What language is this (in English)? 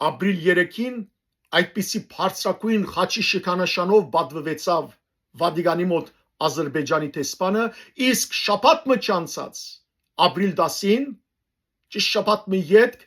Western Armenian